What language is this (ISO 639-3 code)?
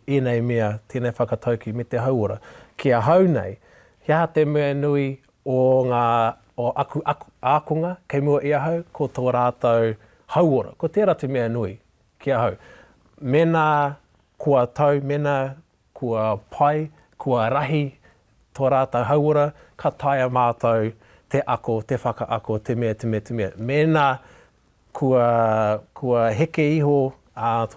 mri